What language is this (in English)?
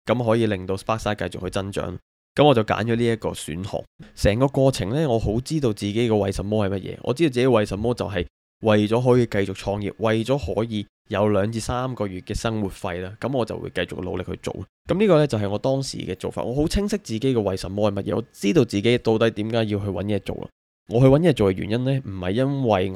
Cantonese